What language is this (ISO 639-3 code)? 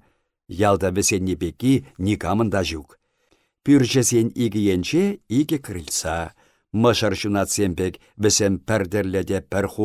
chv